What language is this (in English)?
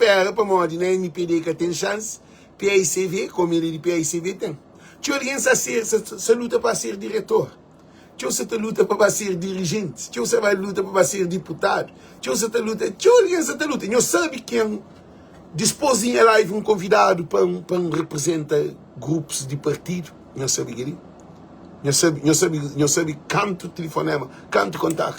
Kabuverdianu